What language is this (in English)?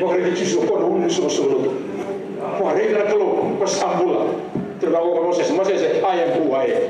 Fijian